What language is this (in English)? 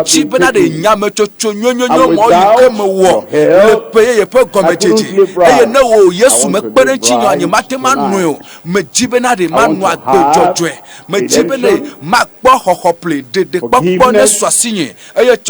Ewe